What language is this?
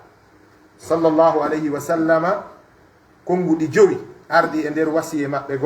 Pular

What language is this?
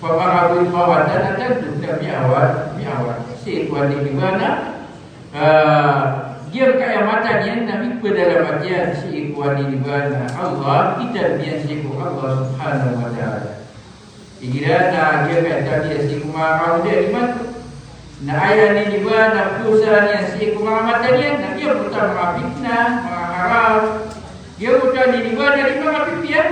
Maranao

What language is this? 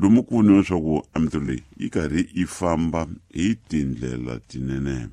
Tsonga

